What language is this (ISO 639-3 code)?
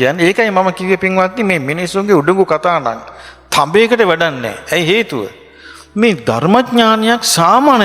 sin